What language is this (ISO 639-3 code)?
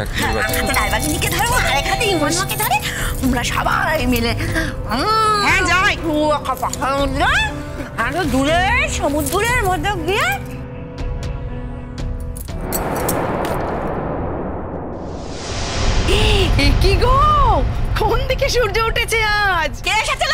ben